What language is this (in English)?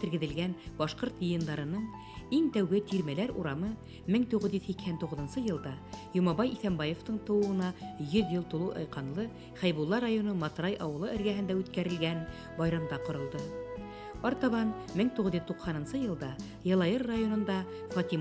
Bashkir